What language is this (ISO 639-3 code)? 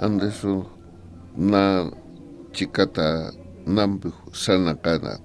aym